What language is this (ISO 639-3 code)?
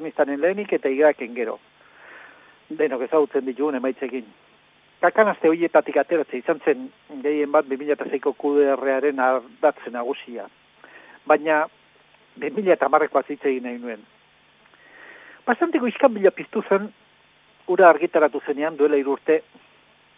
eus